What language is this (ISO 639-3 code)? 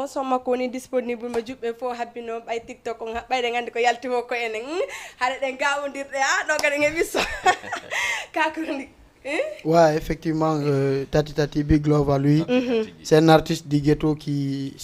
ful